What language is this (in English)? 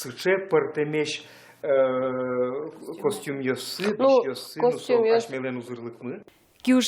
Udmurt